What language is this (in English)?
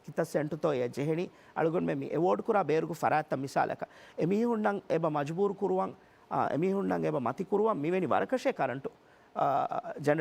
Divehi